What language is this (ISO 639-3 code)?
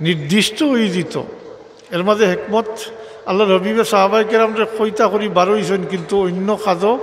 syl